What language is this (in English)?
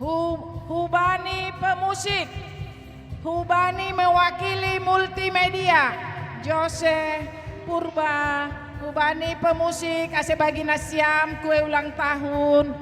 Batak Simalungun